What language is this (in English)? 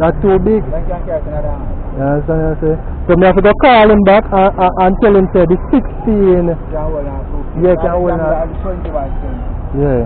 Jamaican Creole English